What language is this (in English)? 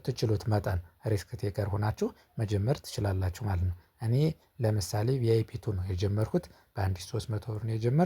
Amharic